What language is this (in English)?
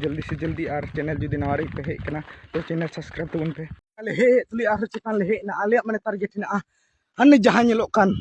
Santali